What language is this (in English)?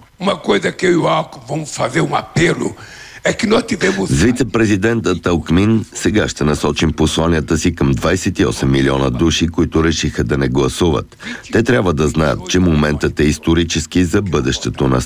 Bulgarian